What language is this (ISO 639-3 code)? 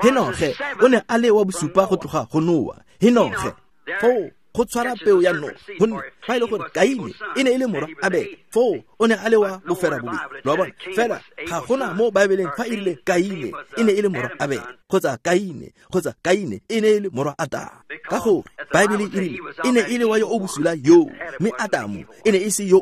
tsn